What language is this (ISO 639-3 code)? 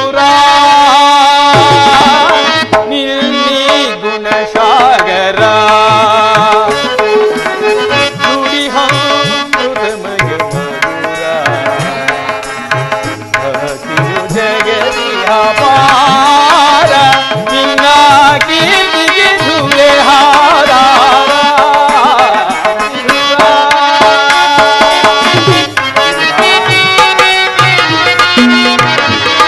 kan